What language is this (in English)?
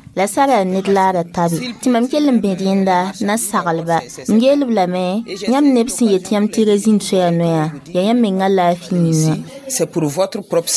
Mossi